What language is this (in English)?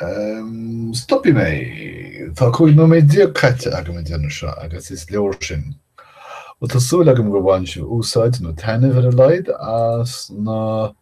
Irish